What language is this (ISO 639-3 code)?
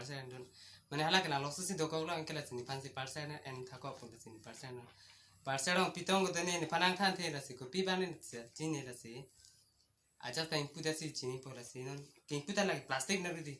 mjw